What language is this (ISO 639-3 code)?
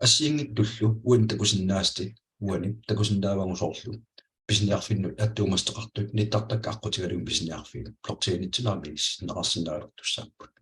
kal